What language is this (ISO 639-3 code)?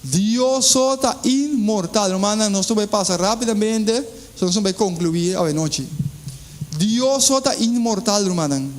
pap